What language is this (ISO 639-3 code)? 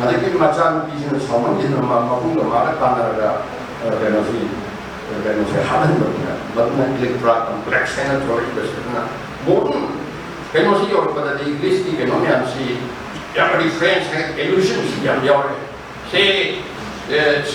mni